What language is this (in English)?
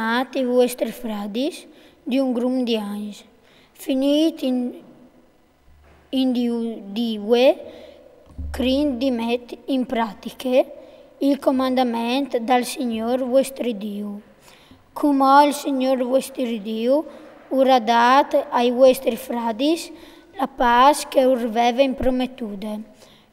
Friulian